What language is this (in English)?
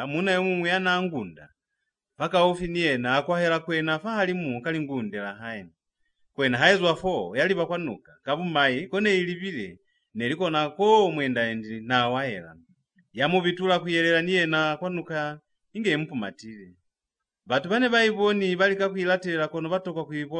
Lozi